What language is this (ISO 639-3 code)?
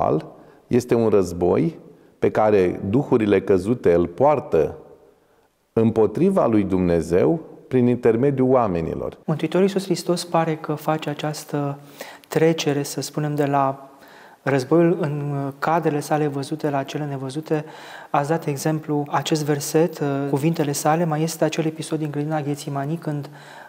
ron